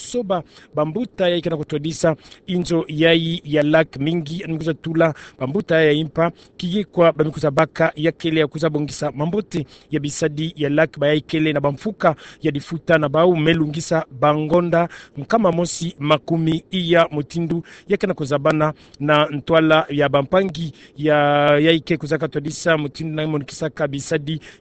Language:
Kituba (Democratic Republic of Congo)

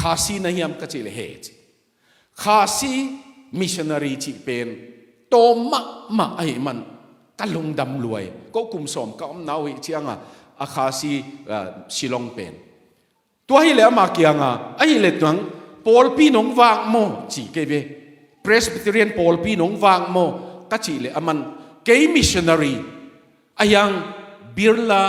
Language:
Tedim Chin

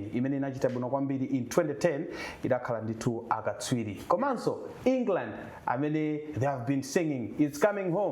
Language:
Nyanja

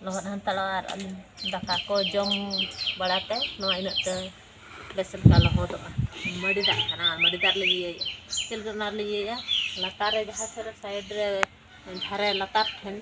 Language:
Santali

